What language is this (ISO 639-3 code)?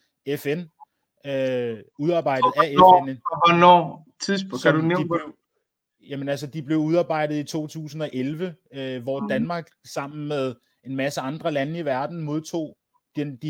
dan